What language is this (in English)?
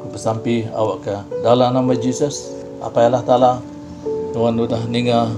Iban